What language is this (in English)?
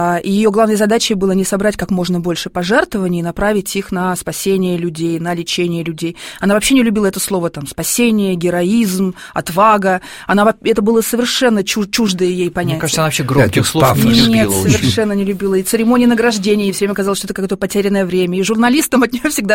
Russian